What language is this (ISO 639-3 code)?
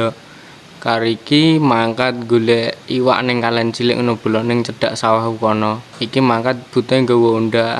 jav